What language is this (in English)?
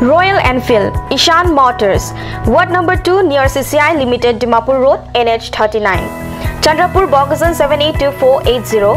Karbi